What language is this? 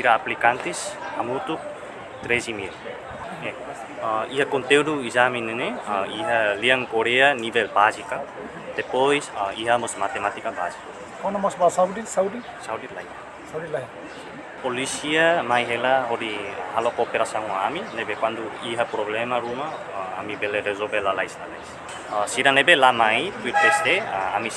Tetum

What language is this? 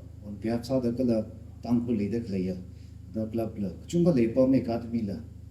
Tangkhul Naga (India)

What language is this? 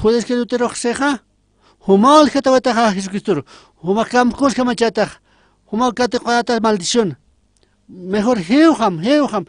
Aymara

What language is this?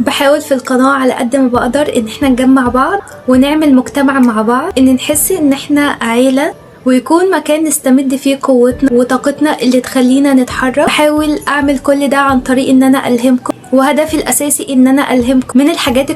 Egyptian Arabic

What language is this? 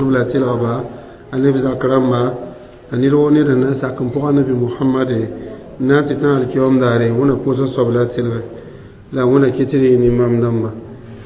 Mossi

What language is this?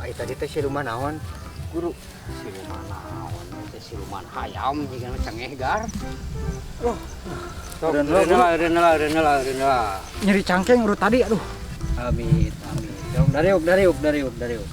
Sundanese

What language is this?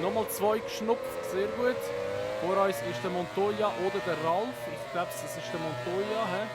Swiss German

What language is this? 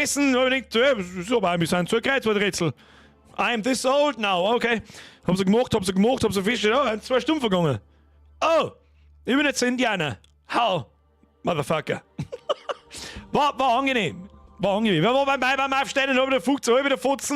Bavarian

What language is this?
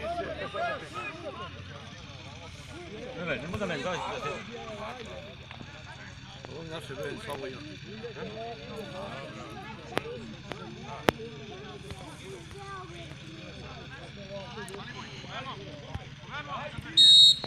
Serbian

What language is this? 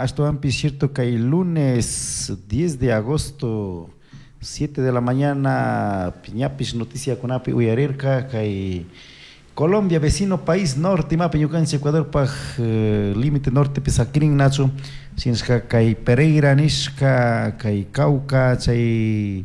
Chimborazo Highland Quichua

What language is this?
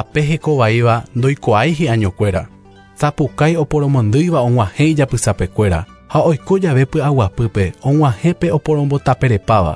Guarani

